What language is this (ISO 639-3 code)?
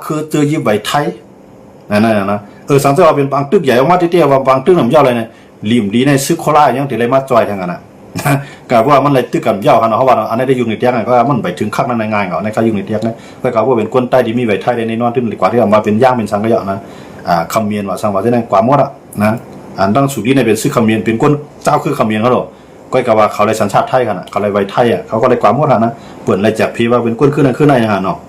shn